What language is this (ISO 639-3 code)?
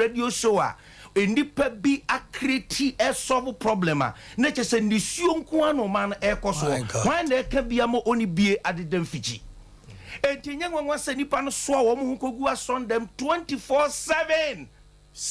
aka